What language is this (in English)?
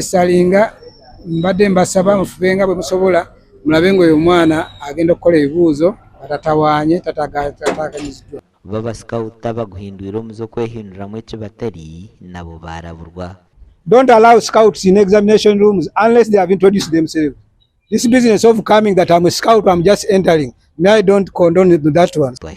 Nyankole